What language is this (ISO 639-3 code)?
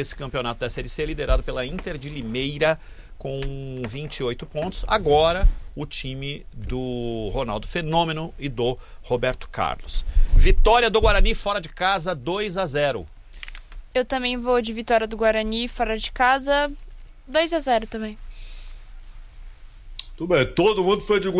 por